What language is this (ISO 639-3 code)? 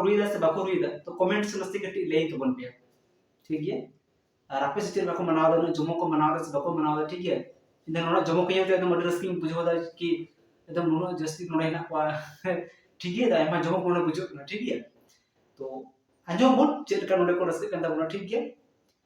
sat